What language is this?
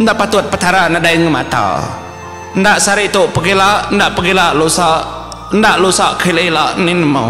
Iban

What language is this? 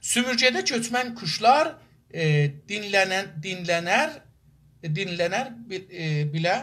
South Azerbaijani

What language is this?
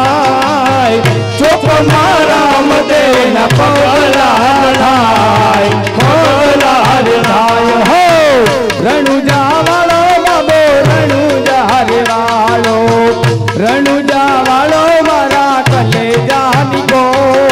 Gujarati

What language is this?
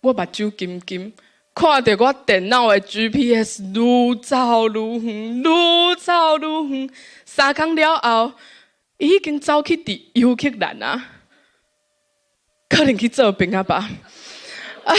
Min Nan Chinese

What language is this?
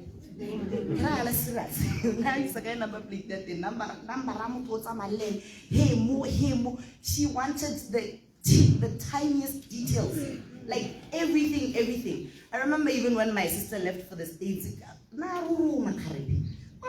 Tswana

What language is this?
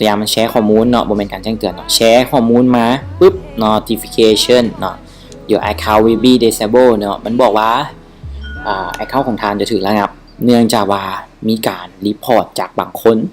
Lao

